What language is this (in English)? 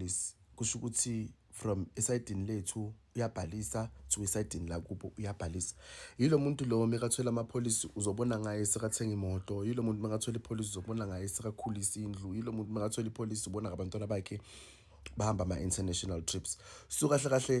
Zulu